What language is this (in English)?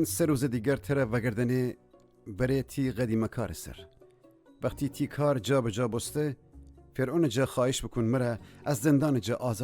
Gilaki